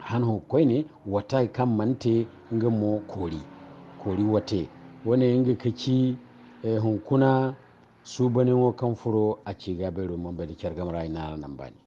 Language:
Zarma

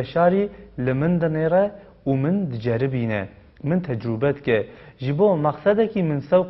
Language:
Kurdish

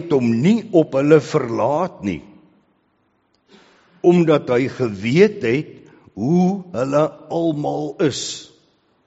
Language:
Afrikaans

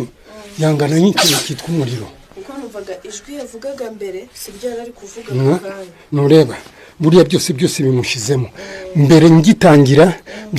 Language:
Kinyarwanda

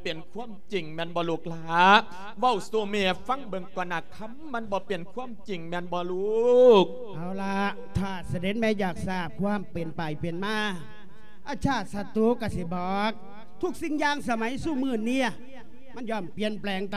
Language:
Lao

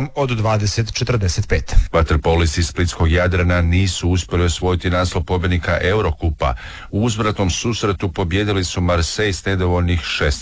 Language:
Croatian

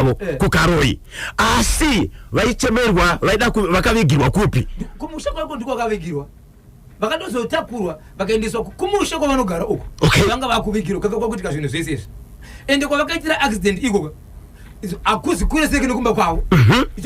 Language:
Shona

